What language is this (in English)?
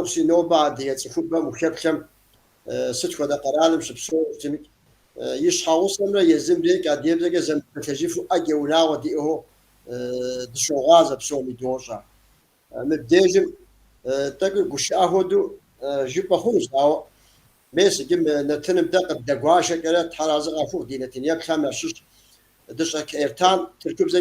Kabardian